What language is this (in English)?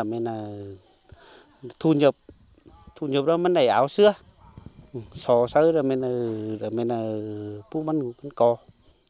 Vietnamese